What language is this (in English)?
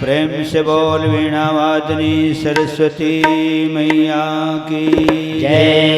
Chhattisgarhi